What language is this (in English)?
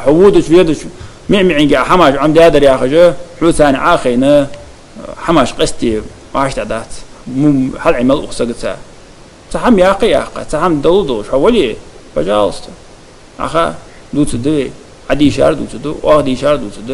Ingush